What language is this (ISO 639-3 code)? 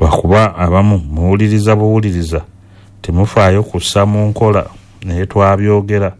lug